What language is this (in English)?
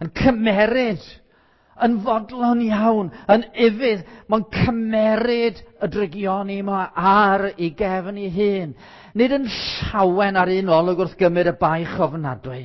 Welsh